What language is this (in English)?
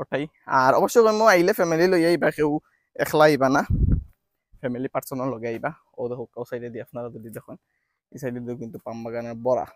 Sylheti